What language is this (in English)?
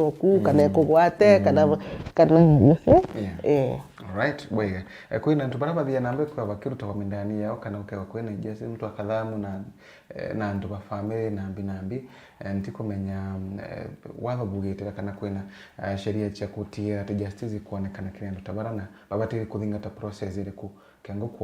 Meru